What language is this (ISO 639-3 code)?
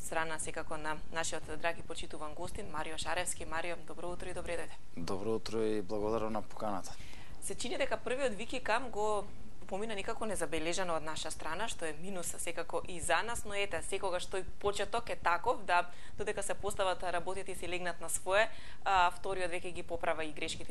mkd